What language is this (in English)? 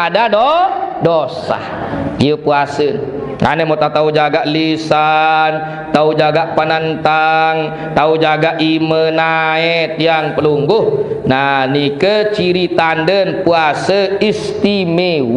Sasak